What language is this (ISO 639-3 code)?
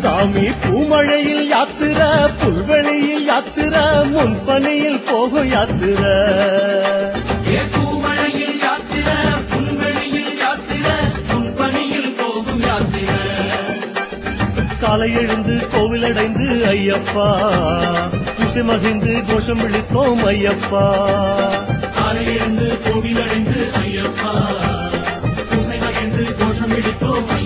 tam